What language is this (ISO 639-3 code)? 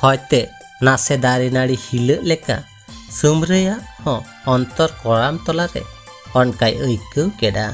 sat